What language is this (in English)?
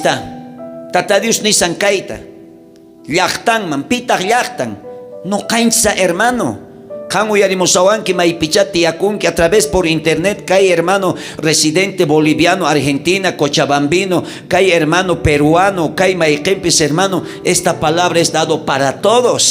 South Bolivian Quechua